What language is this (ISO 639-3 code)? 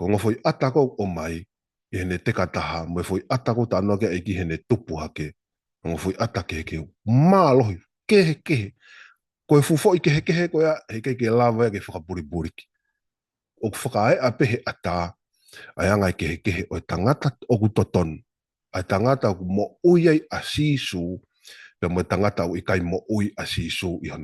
ton